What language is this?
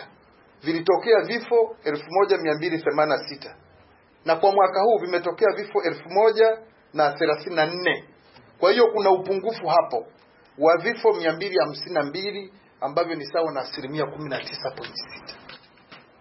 Swahili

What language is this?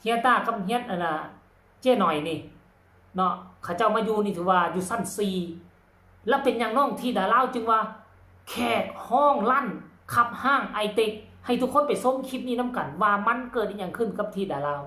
Lao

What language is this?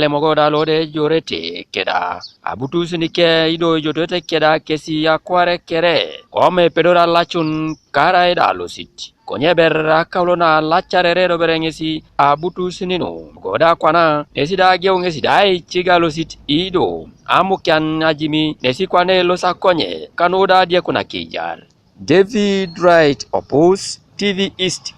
Teso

